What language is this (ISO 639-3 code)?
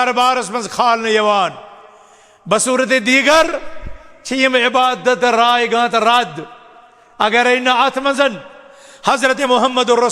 kas